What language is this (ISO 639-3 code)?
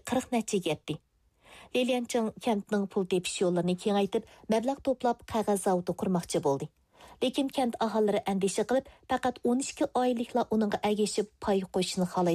uig